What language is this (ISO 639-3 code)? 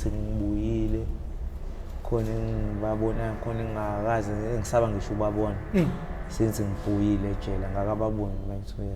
zul